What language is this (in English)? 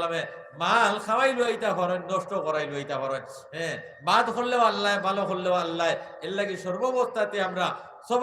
Sylheti